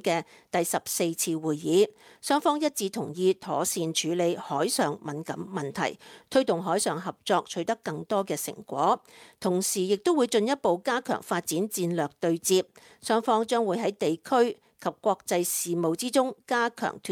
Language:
Cantonese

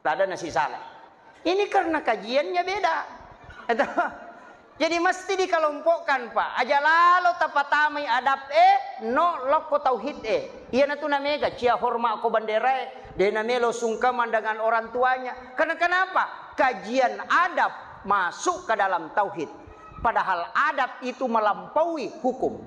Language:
Buginese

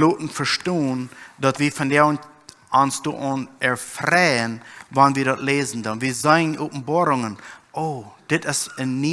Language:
Plautdietsch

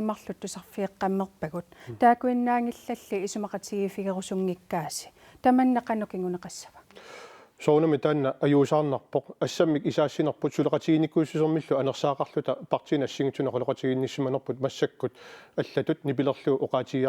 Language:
Kalaallisut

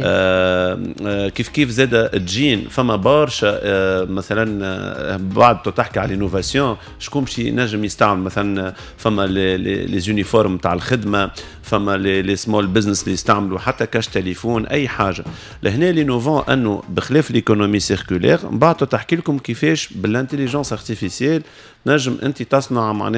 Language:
Tunisian Arabic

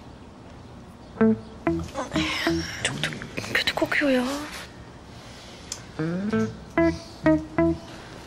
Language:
Turkish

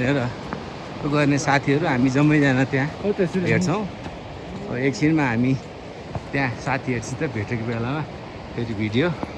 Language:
Nepali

